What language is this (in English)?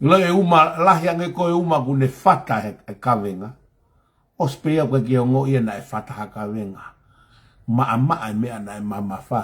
Tongan